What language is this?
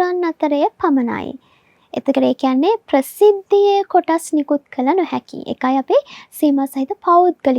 Sinhala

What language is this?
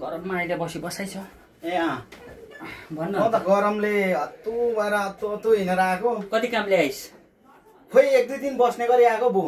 Nepali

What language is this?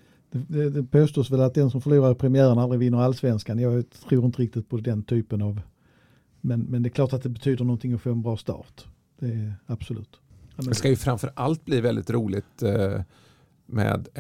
Swedish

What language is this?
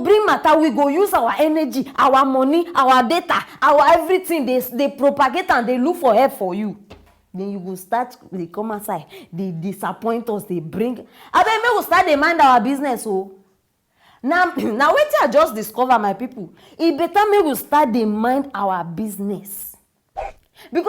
Nigerian Pidgin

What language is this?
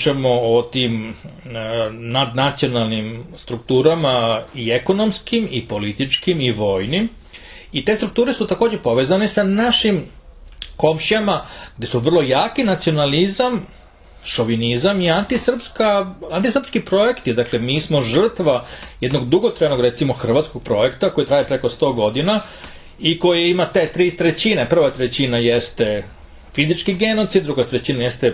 Serbian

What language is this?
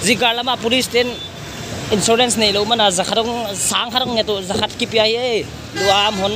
Paite Chin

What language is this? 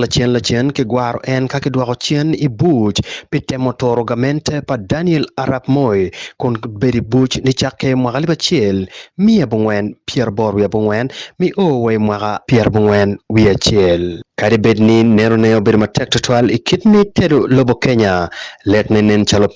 Acoli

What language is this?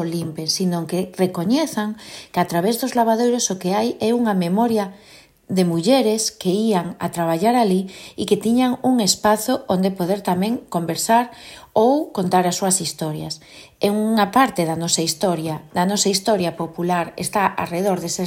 Galician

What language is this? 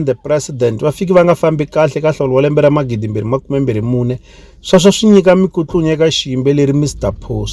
Tsonga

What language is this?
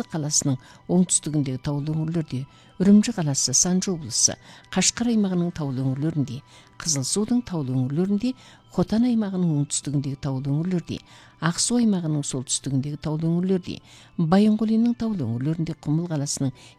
Kazakh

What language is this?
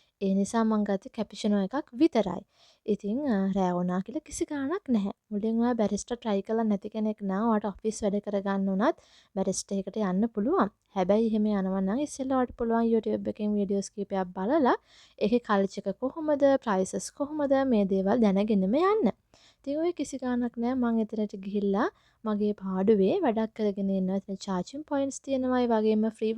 Sinhala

